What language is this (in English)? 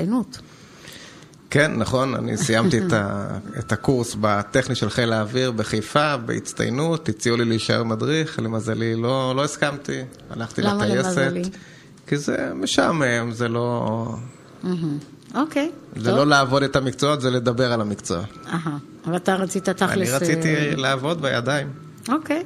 Hebrew